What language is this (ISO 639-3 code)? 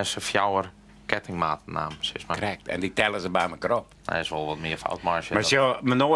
fry